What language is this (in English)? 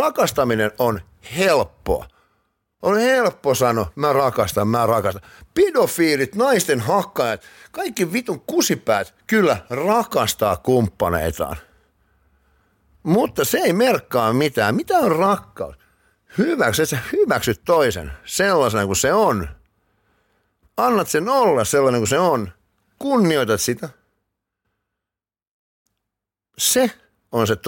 Finnish